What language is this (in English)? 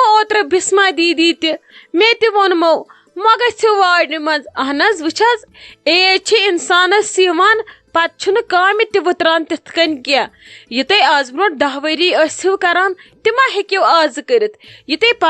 Kashmiri